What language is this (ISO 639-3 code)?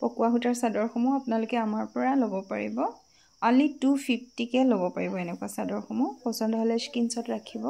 asm